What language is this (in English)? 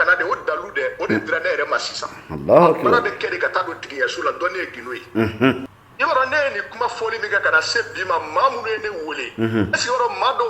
Bambara